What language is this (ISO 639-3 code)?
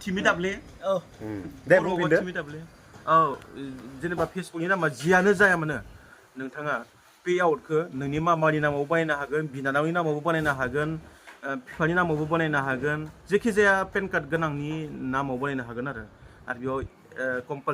brx